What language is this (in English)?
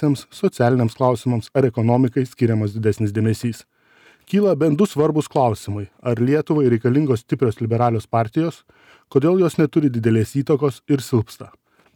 Lithuanian